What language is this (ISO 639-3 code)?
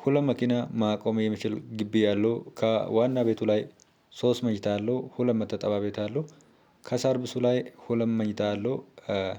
amh